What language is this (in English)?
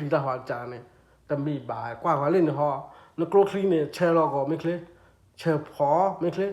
S'gaw Karen